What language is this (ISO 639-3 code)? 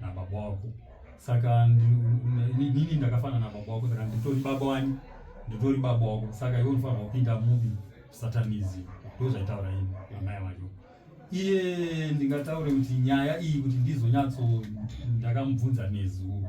sna